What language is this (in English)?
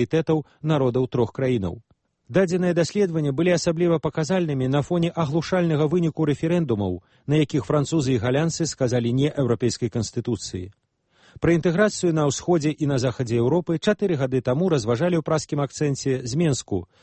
Belarusian